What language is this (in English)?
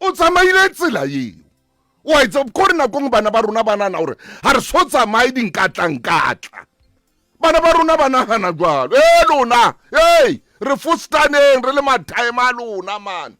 Southern Sotho